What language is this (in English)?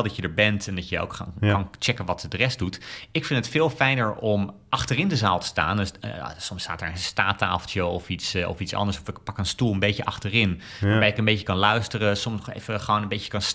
Dutch